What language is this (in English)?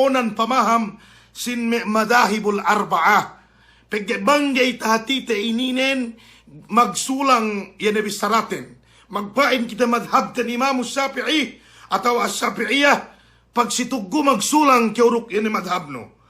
Yakan